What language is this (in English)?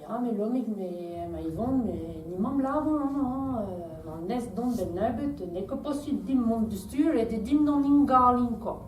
Breton